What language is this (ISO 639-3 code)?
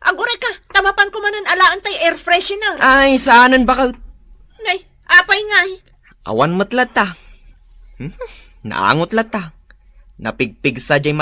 ilo